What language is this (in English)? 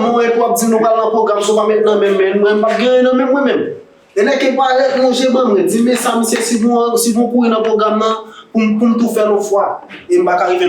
Haitian Creole